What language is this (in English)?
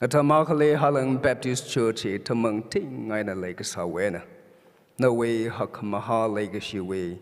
Tangkhul Naga (India)